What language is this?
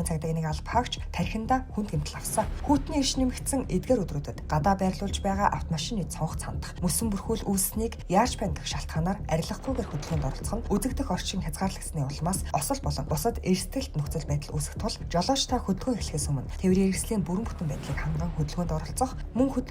Mongolian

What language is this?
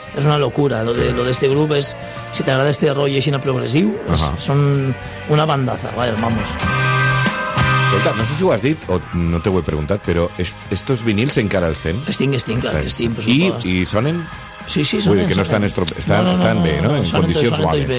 Catalan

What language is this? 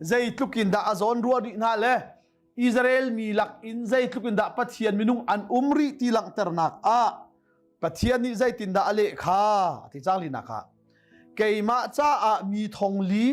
Hakha Chin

